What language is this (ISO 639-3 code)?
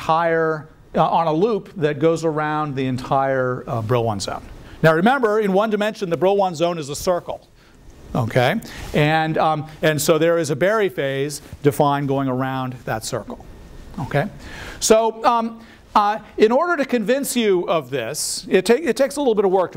eng